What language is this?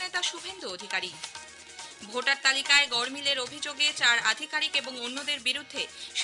Bangla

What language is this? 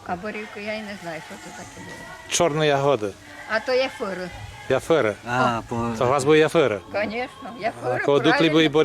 Rusyn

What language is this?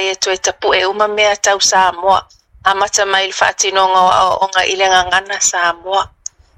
Samoan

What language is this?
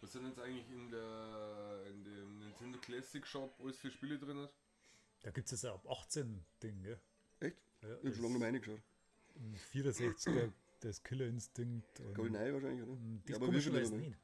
Bavarian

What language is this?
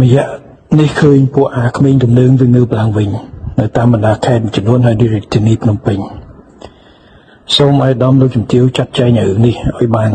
Khmer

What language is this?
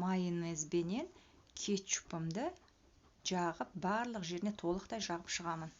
Kazakh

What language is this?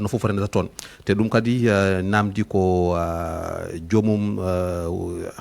Fula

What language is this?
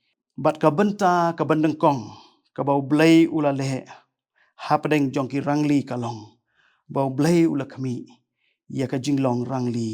Khasi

